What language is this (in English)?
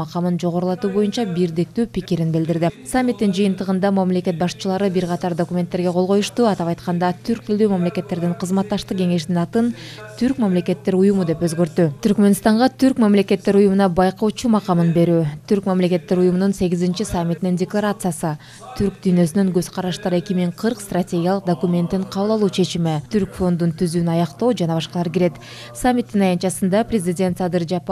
Kyrgyz